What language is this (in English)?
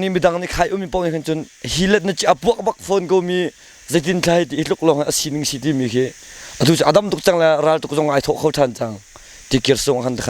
Hakha Chin